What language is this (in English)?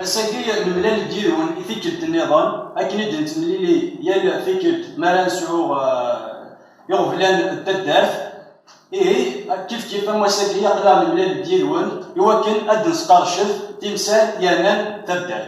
Kabyle